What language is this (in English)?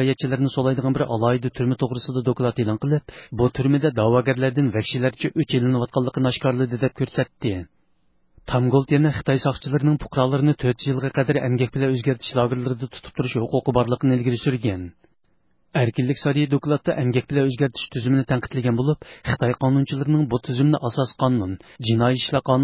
Uyghur